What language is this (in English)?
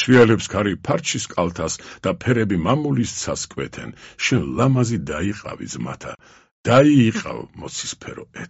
Georgian